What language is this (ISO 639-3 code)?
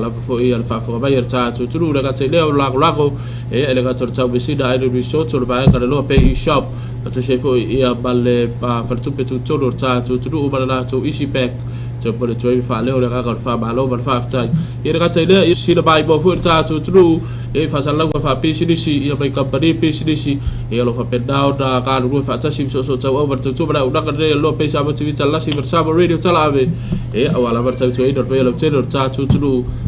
smo